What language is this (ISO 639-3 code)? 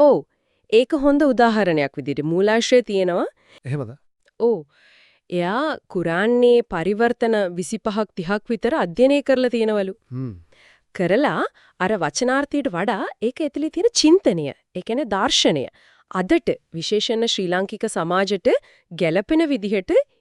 sin